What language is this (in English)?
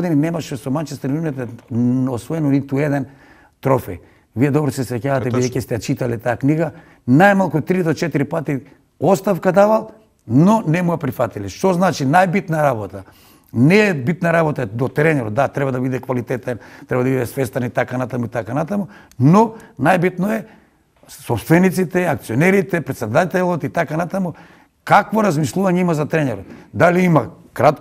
Macedonian